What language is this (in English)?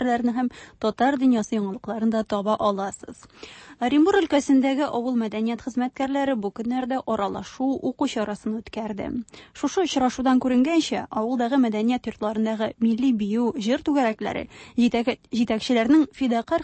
Tatar